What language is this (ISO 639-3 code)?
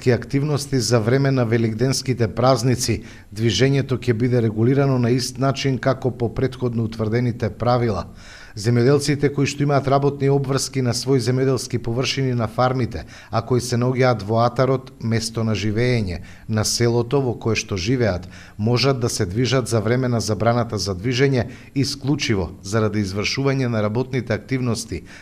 mkd